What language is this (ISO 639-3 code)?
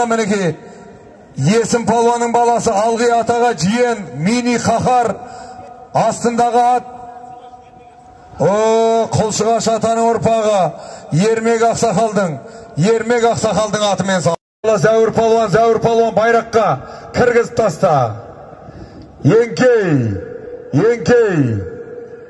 kaz